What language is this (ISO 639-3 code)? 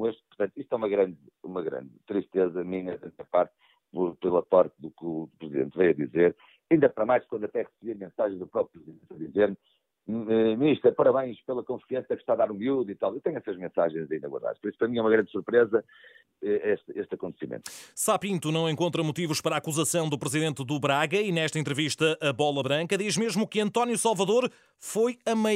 por